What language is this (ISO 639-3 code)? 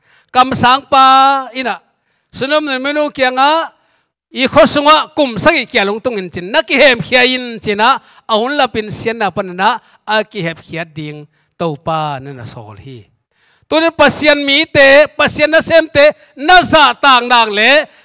ctd